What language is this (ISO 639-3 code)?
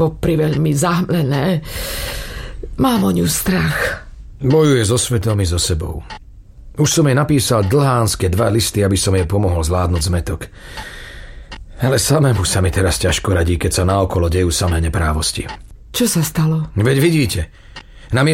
slk